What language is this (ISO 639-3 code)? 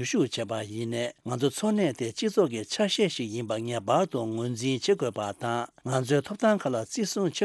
bod